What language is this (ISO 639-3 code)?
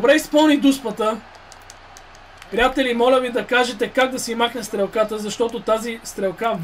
bul